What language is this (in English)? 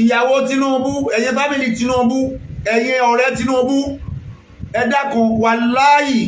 Yoruba